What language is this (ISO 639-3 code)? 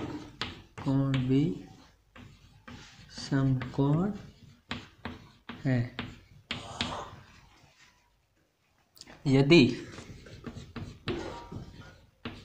hin